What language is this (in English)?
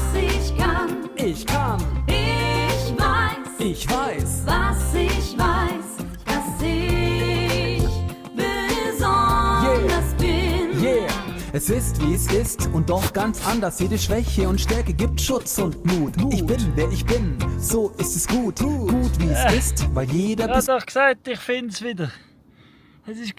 Swiss German